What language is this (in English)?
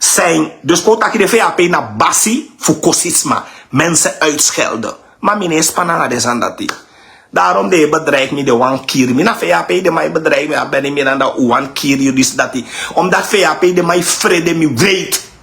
Sranan Tongo